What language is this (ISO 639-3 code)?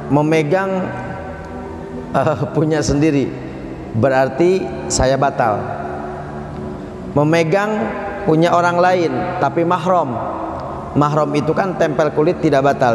ind